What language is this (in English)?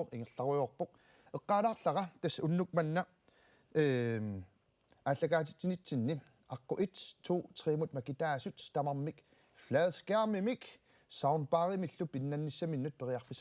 Kalaallisut